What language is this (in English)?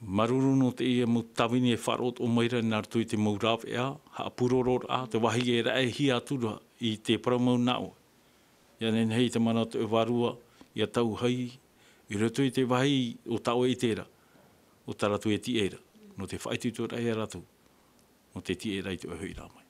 Tahitian